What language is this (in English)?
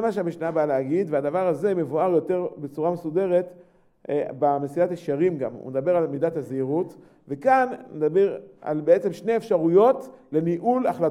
Hebrew